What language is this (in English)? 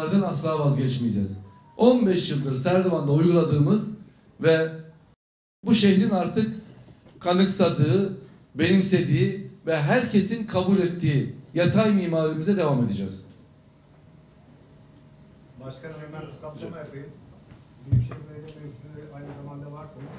Turkish